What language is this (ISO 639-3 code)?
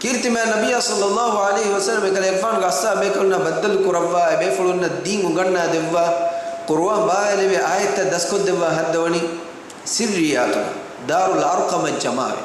div